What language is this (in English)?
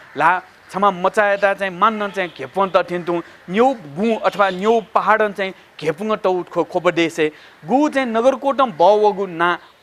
Newari